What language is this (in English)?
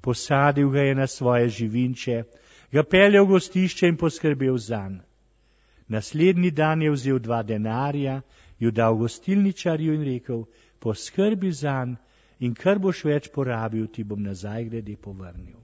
Slovenian